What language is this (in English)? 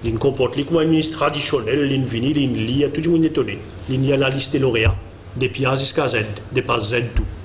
Morisyen